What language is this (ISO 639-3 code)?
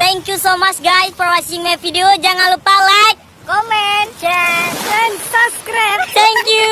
ace